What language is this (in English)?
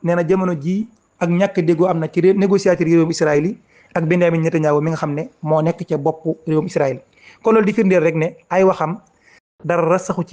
Wolof